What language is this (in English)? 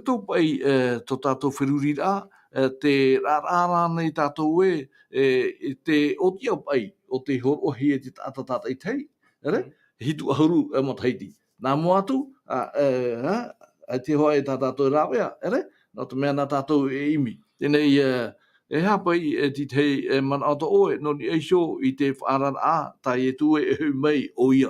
Tahitian